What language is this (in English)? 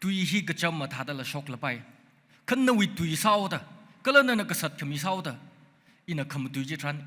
Tangkhul Naga (India)